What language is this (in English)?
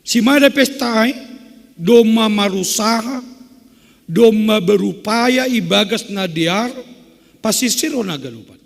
Batak Simalungun